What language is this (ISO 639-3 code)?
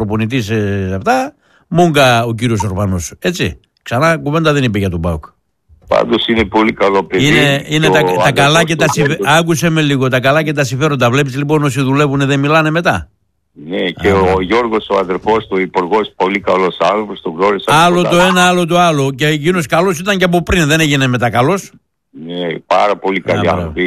ell